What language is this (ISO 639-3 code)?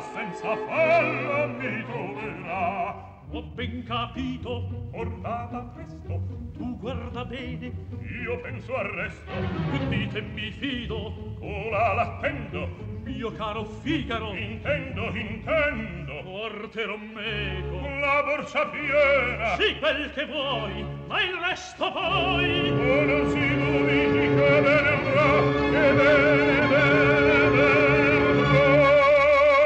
ita